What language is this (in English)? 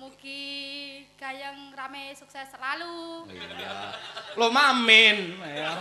Javanese